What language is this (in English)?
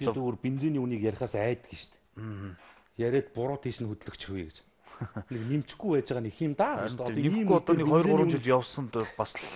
Mongolian